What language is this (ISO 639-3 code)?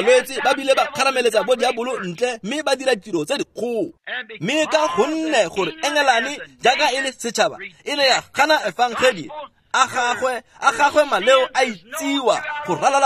tsn